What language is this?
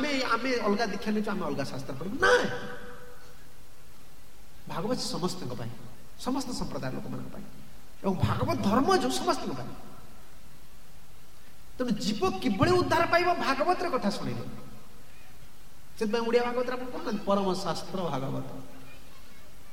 Odia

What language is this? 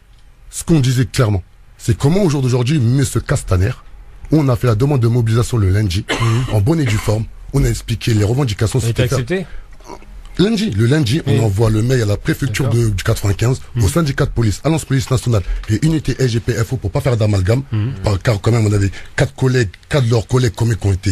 French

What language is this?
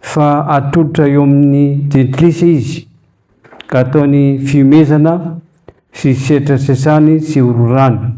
Malagasy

